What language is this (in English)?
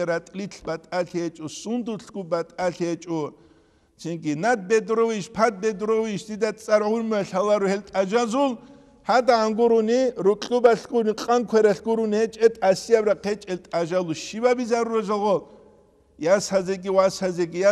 Avaric